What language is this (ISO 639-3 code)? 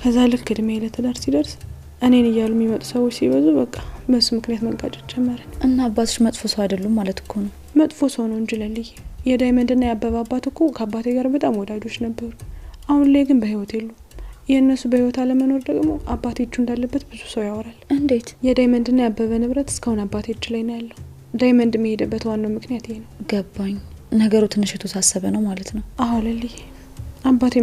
amh